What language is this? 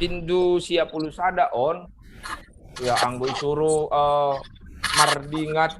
Batak Simalungun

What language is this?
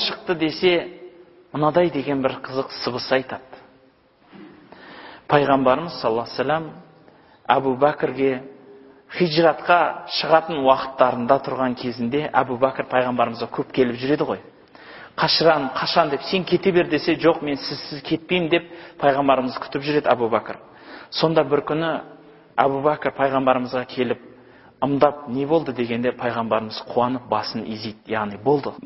Kazakh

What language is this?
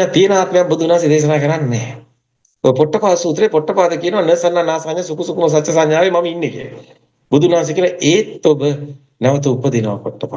Sinhala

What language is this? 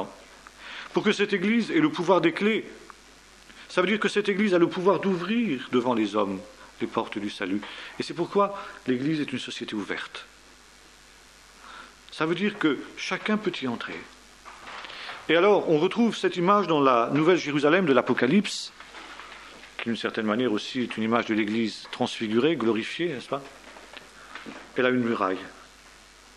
French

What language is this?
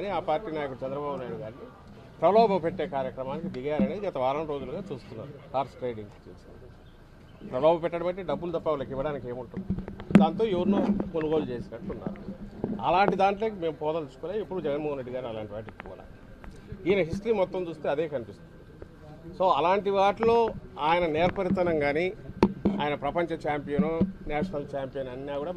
Telugu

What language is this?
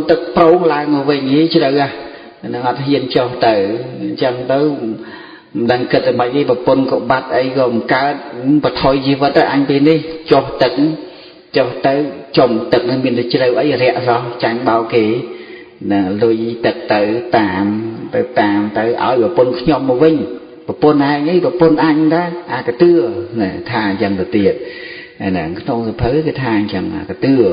Khmer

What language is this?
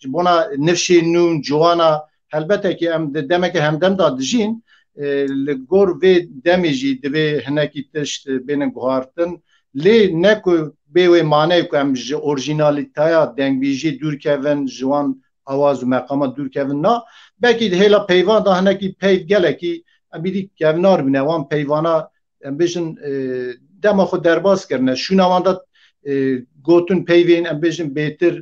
Kurdish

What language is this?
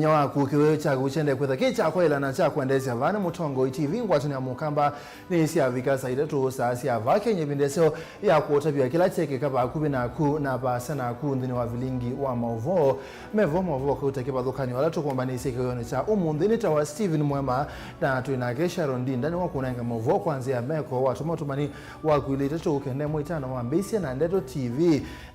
Kamba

